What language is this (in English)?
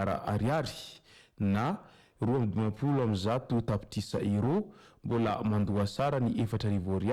Malagasy